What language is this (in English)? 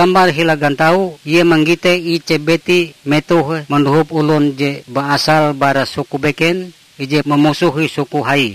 Ngaju